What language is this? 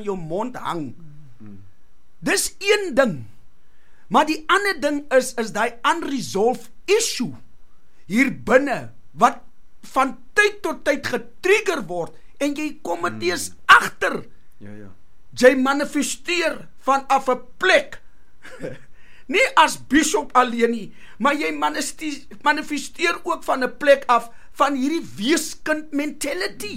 Afrikaans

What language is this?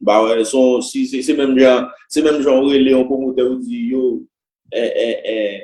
Haitian Creole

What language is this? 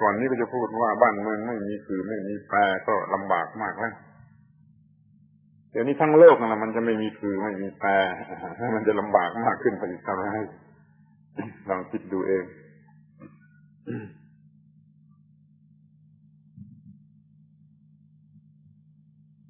Thai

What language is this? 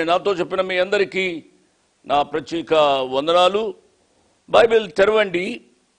Telugu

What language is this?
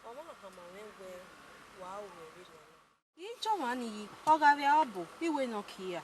Bini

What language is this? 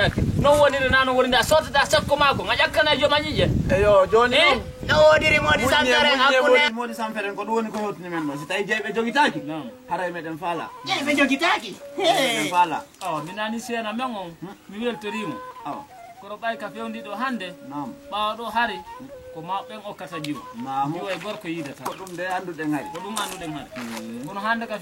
Fula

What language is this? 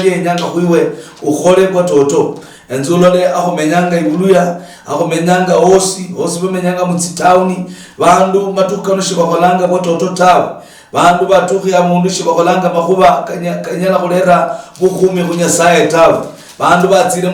Luyia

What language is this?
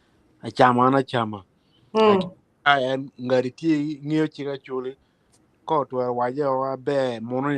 Acoli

